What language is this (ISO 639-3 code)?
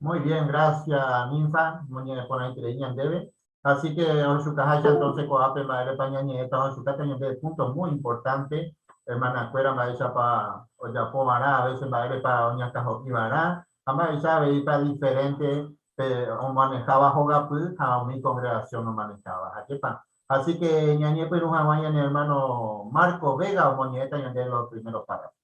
grn